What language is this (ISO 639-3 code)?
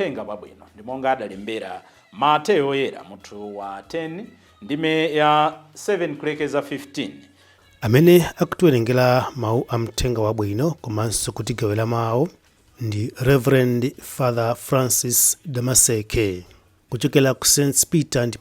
nya